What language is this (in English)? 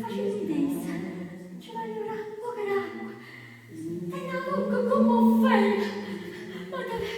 Neapolitan